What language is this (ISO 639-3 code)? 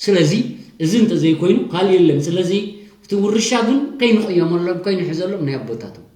tir